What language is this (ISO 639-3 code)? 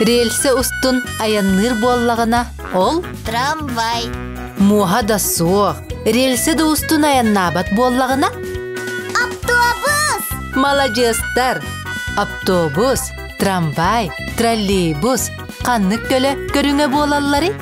sah